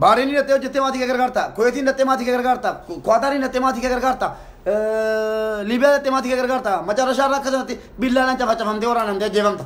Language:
Oromo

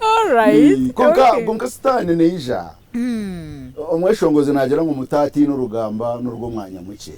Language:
Nyankole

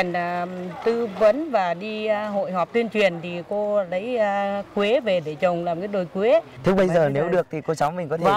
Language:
Vietnamese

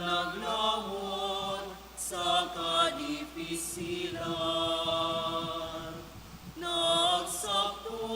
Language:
Bikol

